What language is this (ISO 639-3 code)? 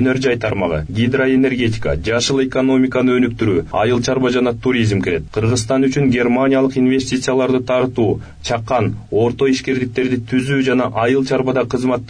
kir